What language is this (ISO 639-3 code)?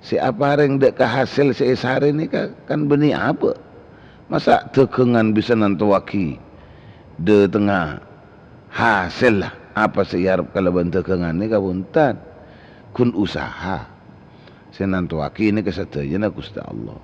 mad